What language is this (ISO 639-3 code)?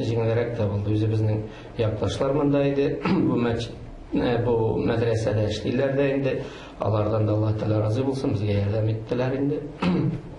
tat